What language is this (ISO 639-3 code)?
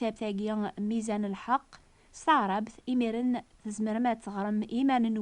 kab